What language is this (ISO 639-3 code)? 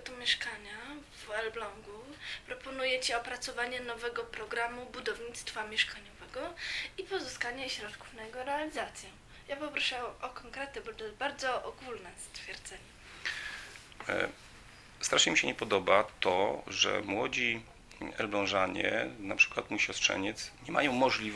pol